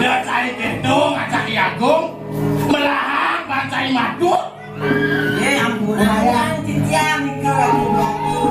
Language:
Balinese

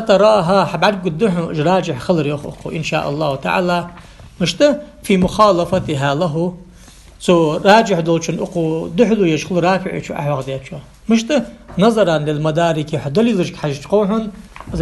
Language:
Ingush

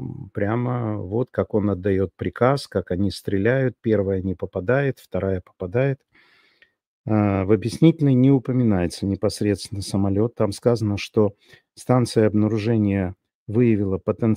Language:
Russian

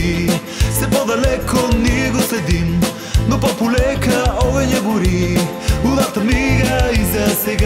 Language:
Bulgarian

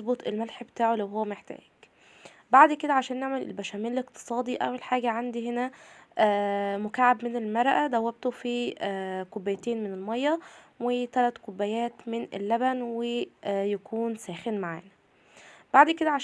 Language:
Egyptian Arabic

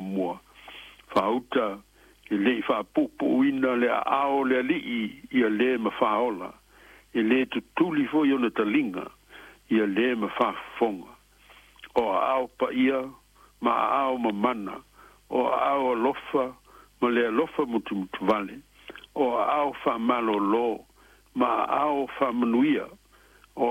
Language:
Samoan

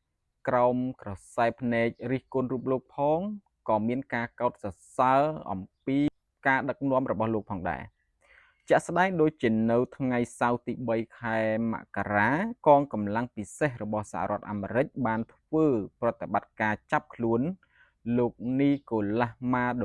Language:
Khmer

